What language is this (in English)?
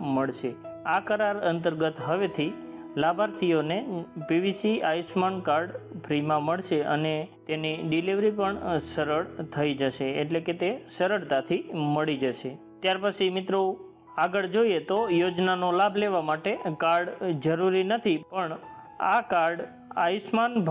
Gujarati